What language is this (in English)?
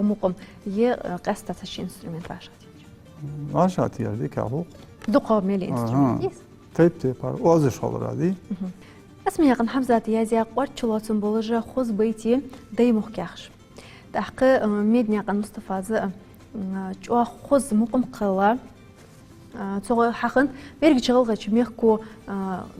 Ingush